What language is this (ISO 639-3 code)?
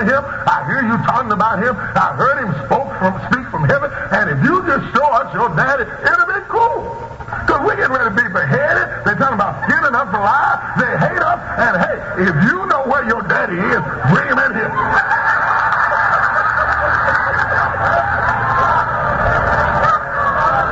eng